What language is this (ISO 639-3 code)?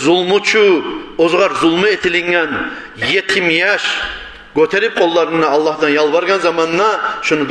kum